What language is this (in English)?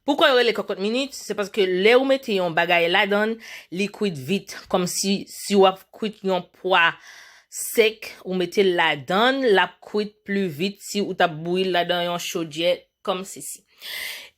Haitian Creole